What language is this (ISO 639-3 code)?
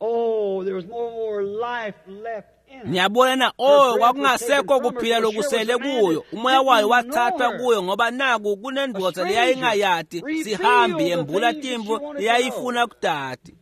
ssw